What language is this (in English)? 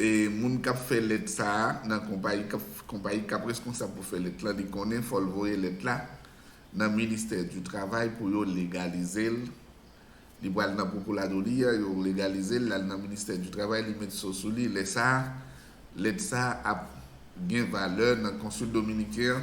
Haitian Creole